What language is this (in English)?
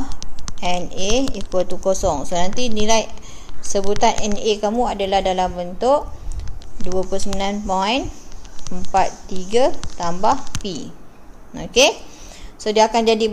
Malay